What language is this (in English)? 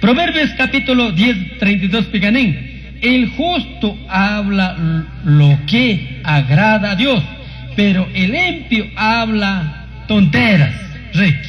Chimborazo Highland Quichua